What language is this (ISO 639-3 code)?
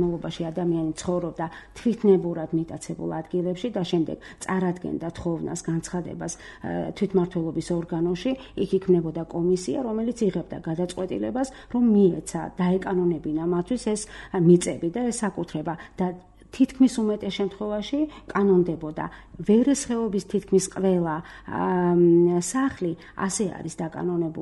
kat